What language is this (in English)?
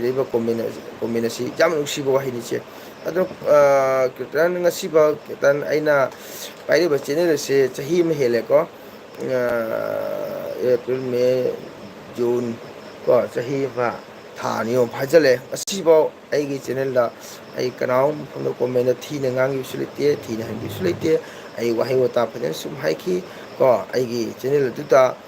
Manipuri